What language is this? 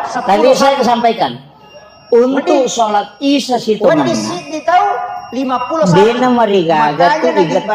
Buginese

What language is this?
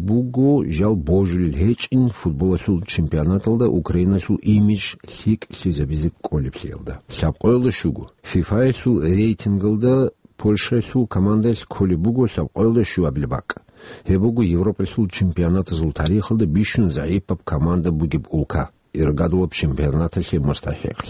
Avaric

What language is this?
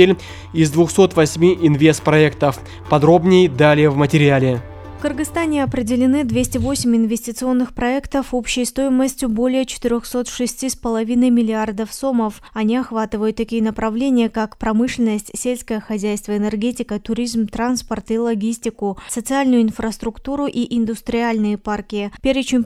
Russian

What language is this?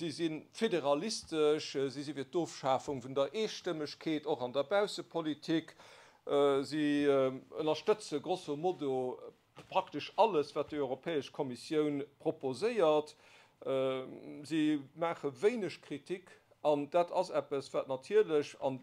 Luxembourgish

